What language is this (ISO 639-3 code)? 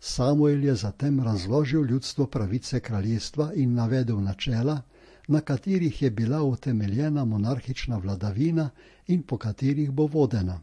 slv